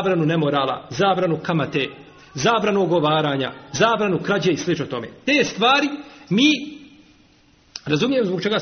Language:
Bosnian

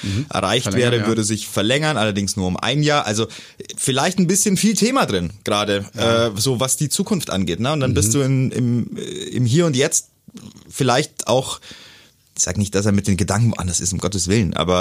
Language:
German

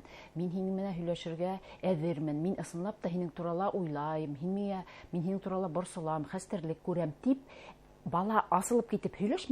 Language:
Bashkir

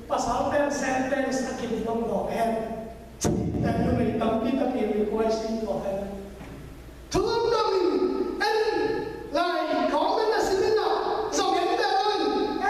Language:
Tedim Chin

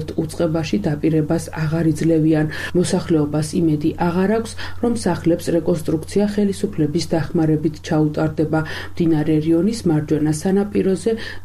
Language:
Georgian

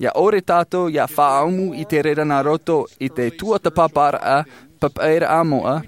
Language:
Tahitian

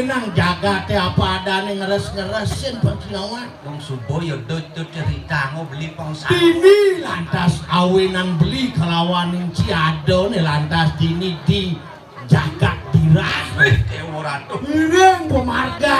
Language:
Balinese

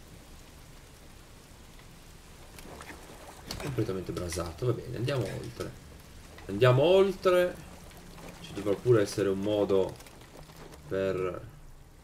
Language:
Italian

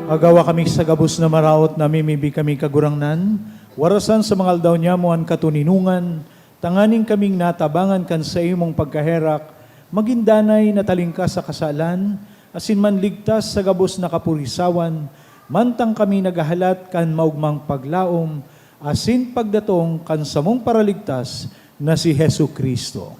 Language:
Bikol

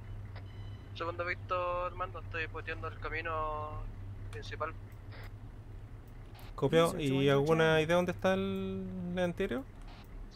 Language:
Spanish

